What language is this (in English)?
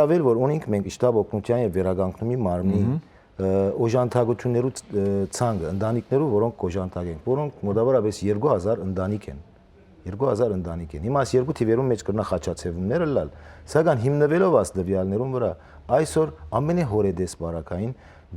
Western Armenian